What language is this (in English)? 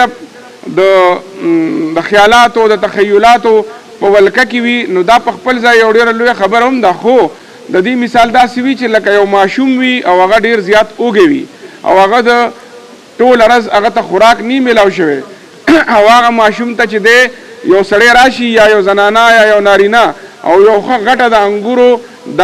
Pashto